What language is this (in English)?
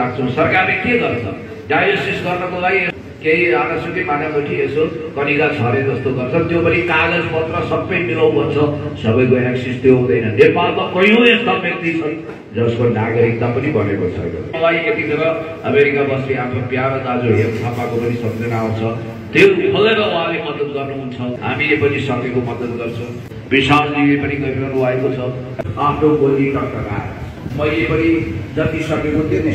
Nepali